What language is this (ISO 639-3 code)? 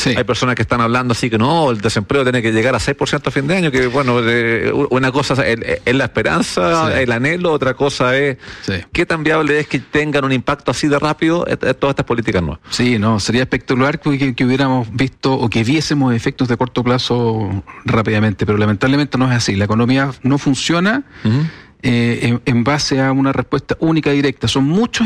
spa